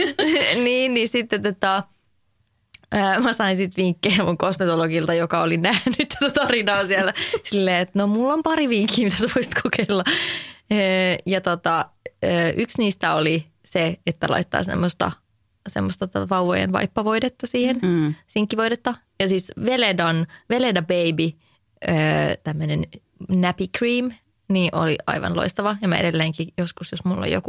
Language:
Finnish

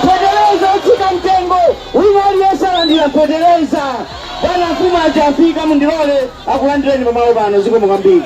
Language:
Nyanja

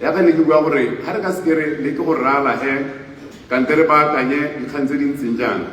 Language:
Tswana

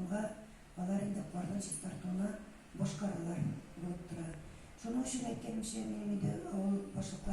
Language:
Tatar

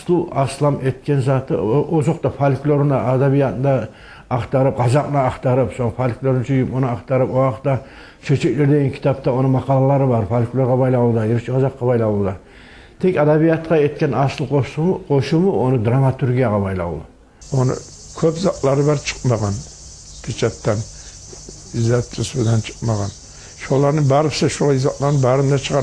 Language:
Kumyk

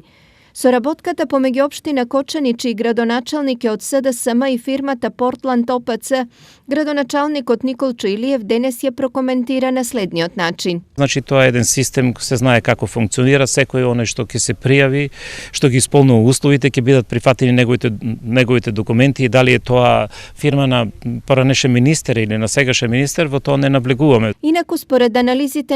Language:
Macedonian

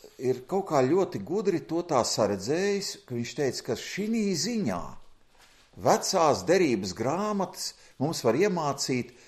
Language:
Latvian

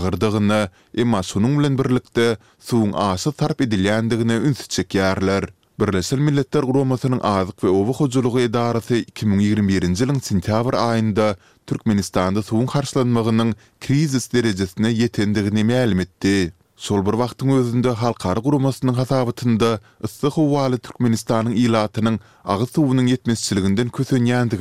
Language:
Turkmen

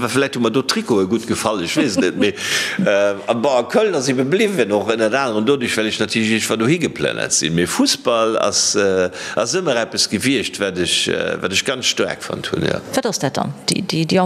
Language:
Luxembourgish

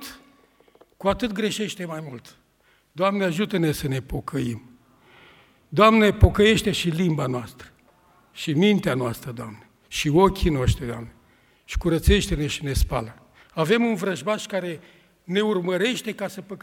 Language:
Romanian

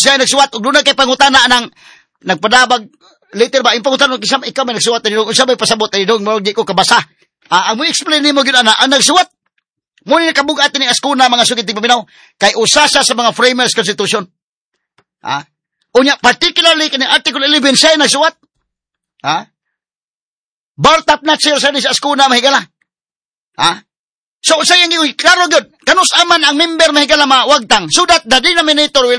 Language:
Cebuano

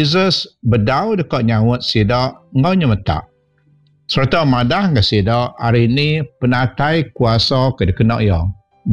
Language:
Iban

